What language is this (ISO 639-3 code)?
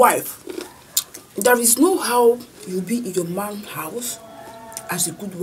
pcm